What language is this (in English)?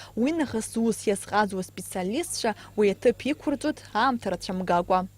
Abkhazian